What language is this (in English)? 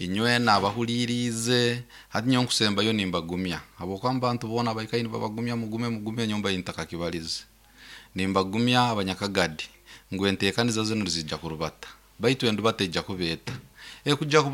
Nyoro